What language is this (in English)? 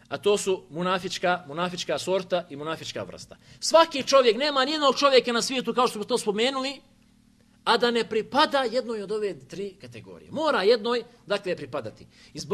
Bosnian